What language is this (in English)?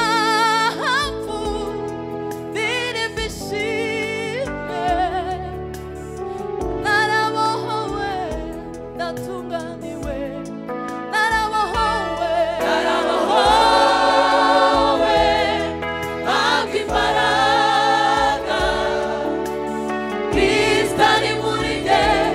Kinyarwanda